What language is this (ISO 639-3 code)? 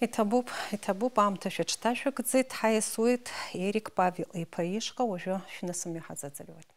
abk